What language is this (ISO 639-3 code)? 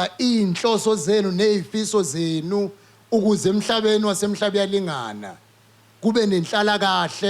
zul